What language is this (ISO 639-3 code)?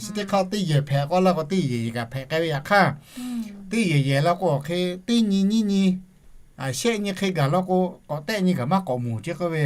lhu